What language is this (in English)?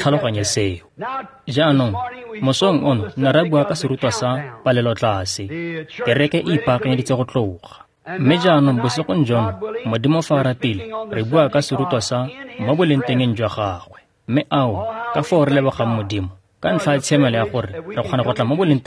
Tswana